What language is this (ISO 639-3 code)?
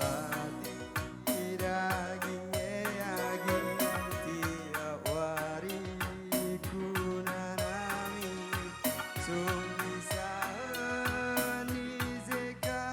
btx